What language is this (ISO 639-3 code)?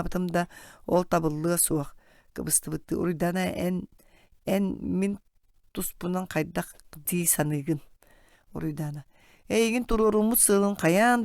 sah